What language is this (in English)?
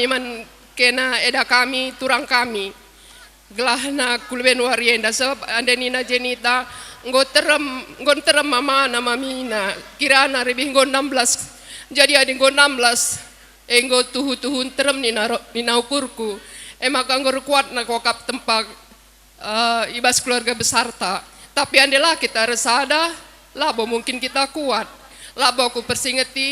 Batak Karo